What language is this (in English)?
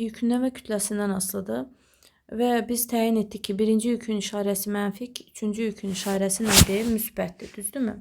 Azerbaijani